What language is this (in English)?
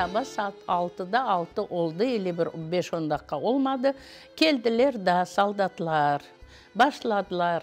Crimean Tatar